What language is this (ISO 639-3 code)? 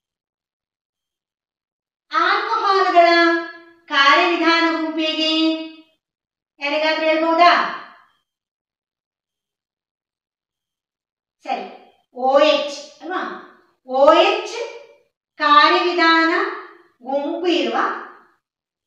kan